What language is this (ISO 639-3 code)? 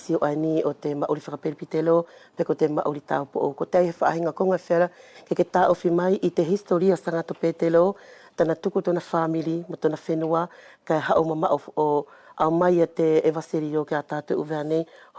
wls